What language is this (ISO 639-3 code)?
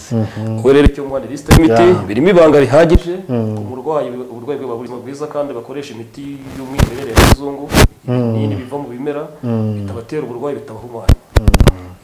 kin